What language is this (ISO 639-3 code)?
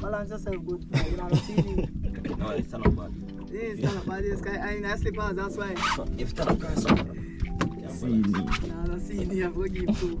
jam